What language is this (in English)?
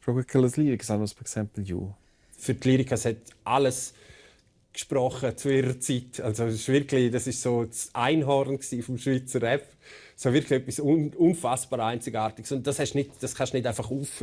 Romansh